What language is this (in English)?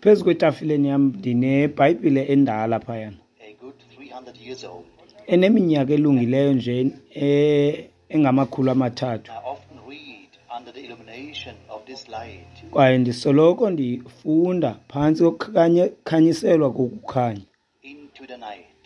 Xhosa